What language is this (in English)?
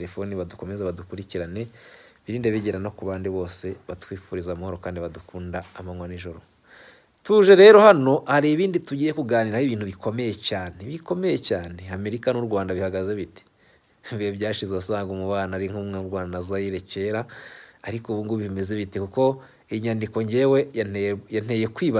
Kinyarwanda